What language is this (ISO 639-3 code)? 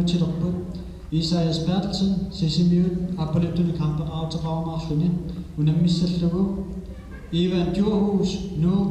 kal